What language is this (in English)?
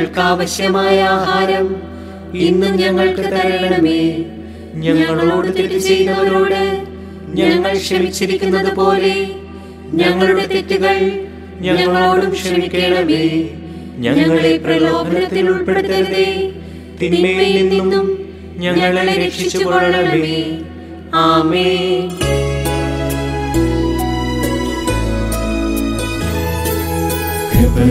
Malayalam